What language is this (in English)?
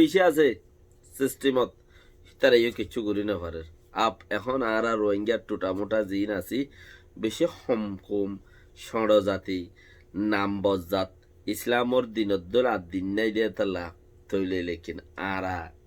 Rohingya